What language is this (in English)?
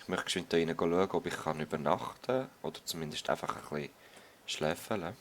Swiss German